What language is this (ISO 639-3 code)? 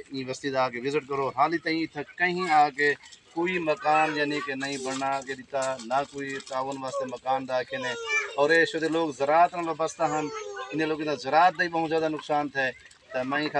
skr